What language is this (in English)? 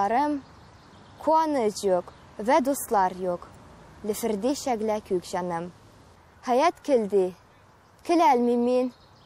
Tatar